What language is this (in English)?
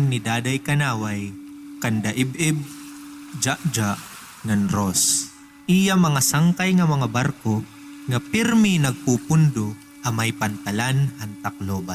Waray